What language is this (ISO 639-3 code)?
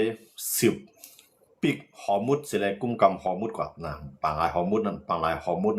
shn